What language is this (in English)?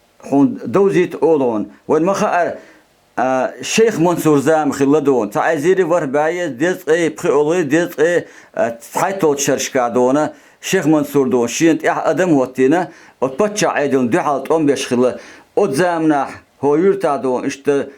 Chechen